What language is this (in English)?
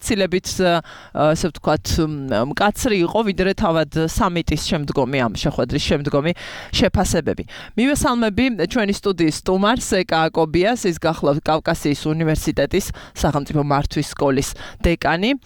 Georgian